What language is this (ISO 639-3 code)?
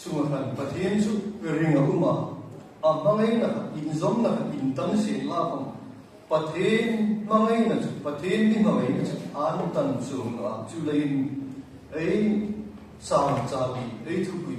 hmr